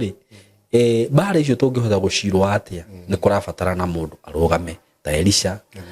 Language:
Kikuyu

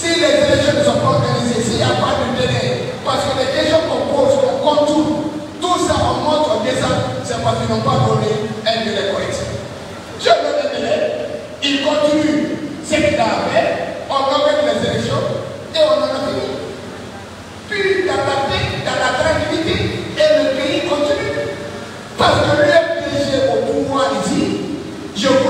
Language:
French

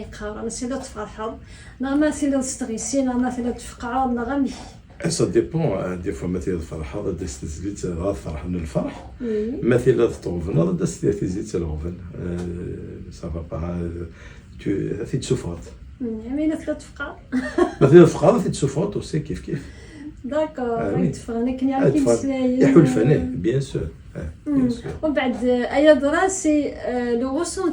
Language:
Kabyle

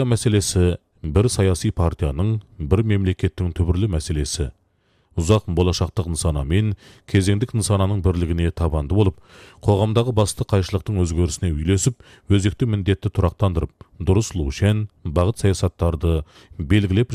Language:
Kazakh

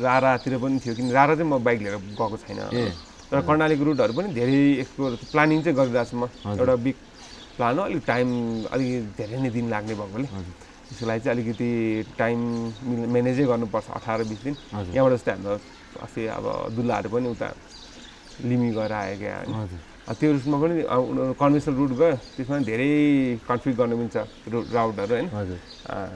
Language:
Nepali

